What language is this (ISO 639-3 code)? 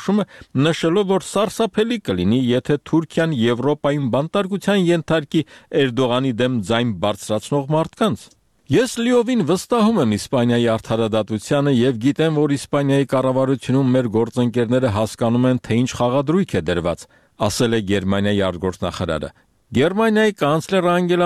hye